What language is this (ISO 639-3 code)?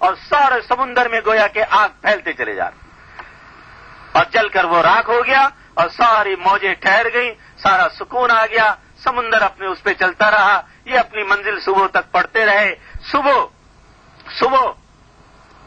urd